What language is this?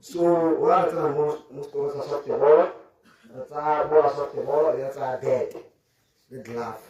Tswana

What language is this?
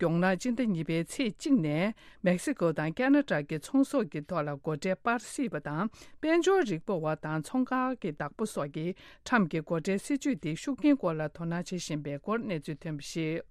Tibetan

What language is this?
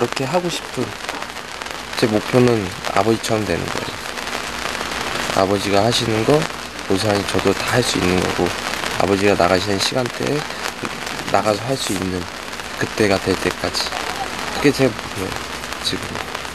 Korean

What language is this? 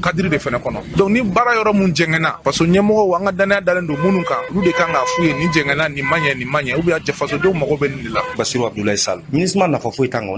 Bambara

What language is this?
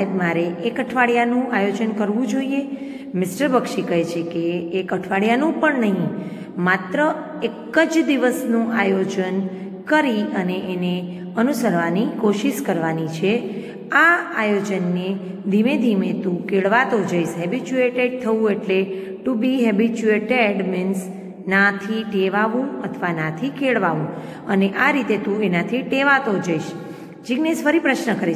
Gujarati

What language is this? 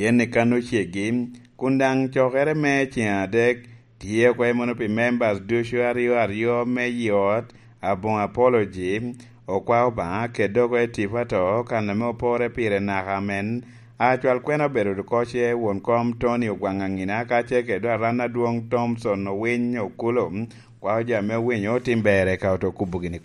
Lango (Uganda)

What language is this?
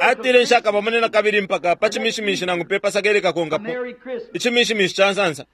Bemba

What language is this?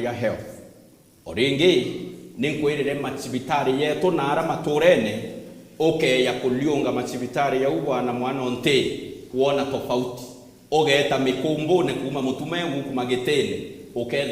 Meru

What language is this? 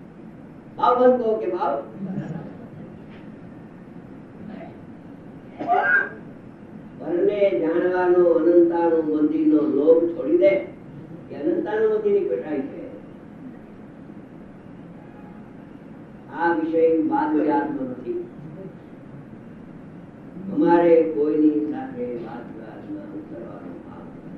Gujarati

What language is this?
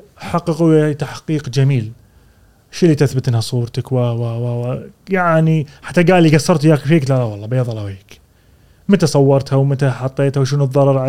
Gulf Arabic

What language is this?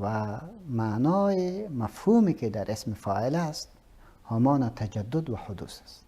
Persian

